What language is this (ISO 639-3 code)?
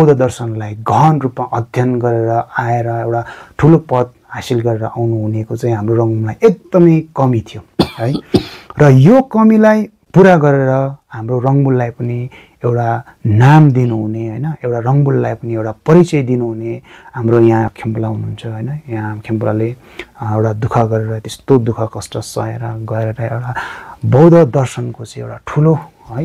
nep